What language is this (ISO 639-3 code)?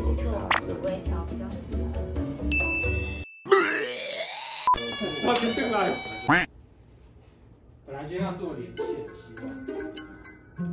zho